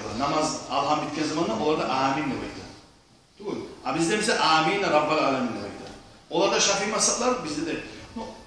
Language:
Kumyk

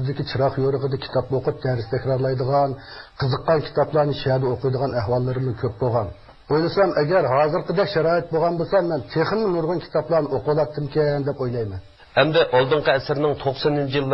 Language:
Uyghur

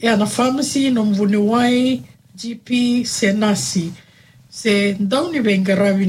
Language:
Fijian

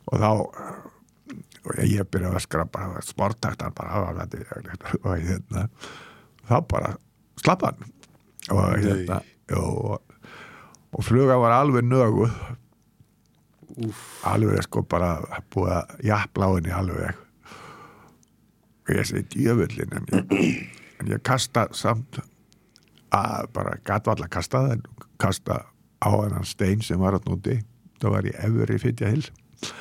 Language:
Icelandic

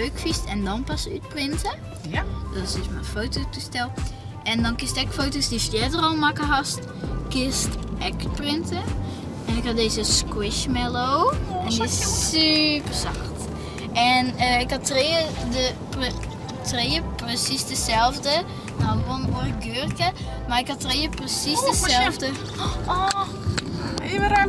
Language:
Western Frisian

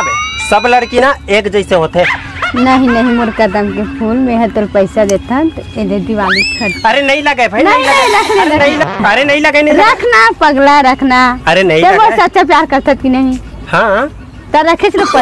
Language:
Chhattisgarhi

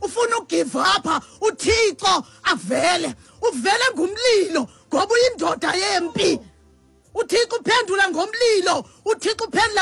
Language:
Xhosa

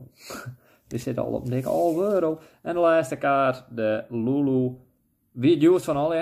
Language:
Western Frisian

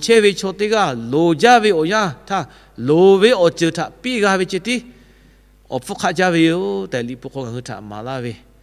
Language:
Lahu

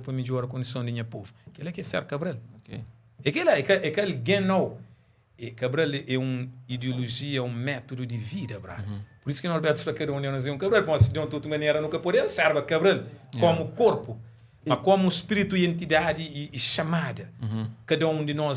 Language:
Kabuverdianu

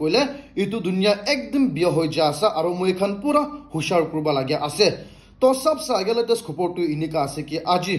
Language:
Naga Pidgin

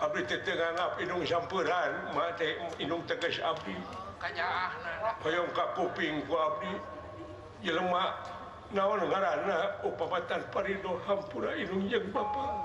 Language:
Sundanese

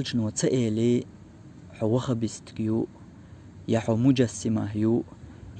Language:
Chechen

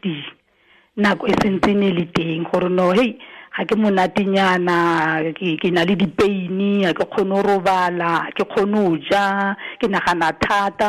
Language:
Tswana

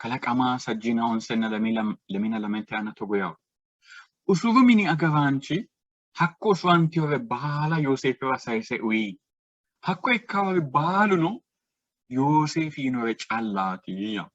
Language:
Sidamo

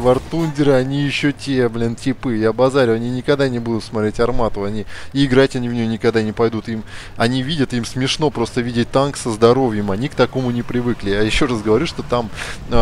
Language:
Russian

